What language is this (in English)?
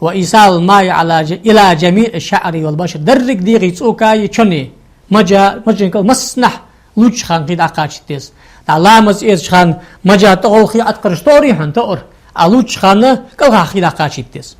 Ingush